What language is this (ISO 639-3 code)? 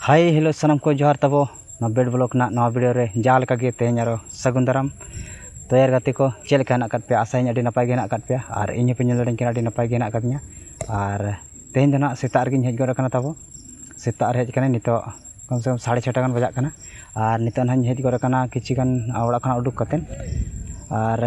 sat